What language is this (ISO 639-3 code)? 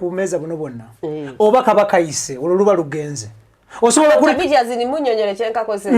lug